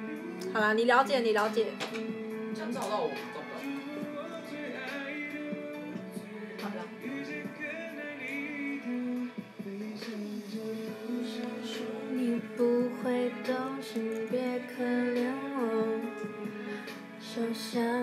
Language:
Chinese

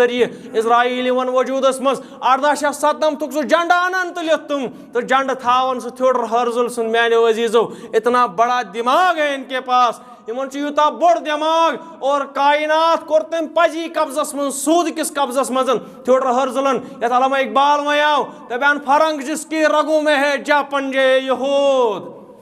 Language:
Kashmiri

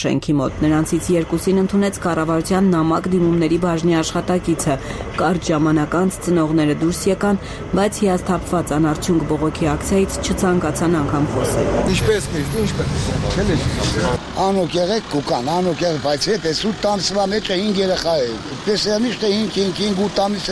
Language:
Armenian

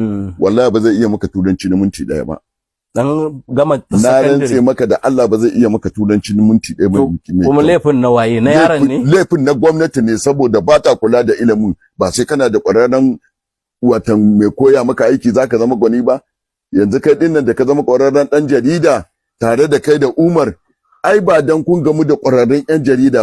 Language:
Hausa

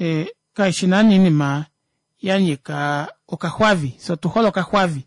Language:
Kuanyama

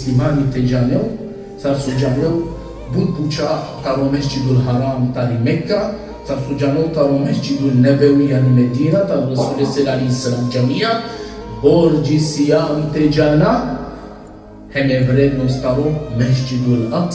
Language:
Balkan Romani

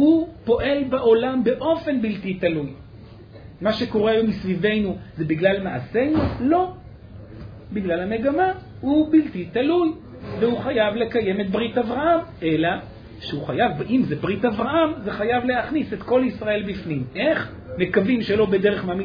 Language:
Hebrew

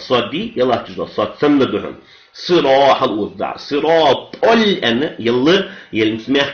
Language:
Ingush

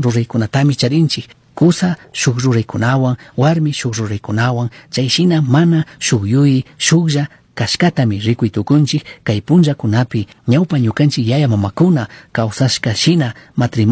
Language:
Chimborazo Highland Quichua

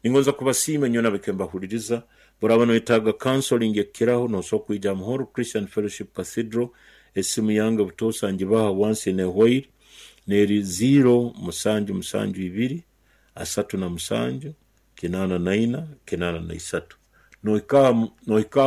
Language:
Nyoro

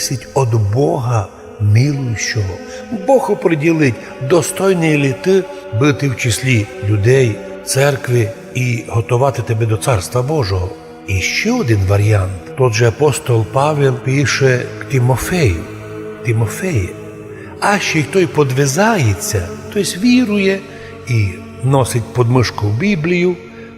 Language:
Rusyn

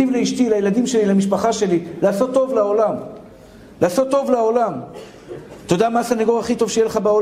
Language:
Hebrew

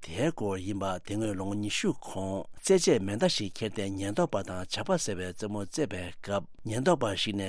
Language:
Tibetan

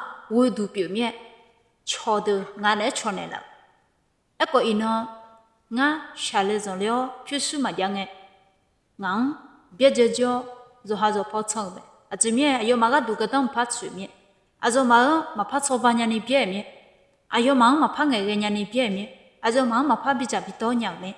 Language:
Akha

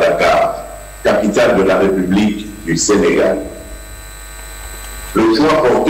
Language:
French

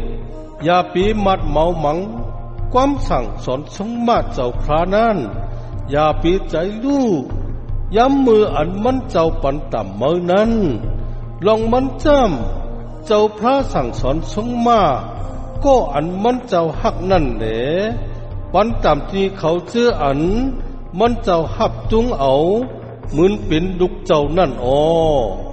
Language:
Shan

